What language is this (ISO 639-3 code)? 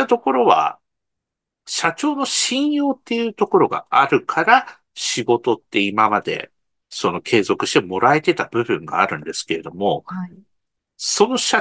jpn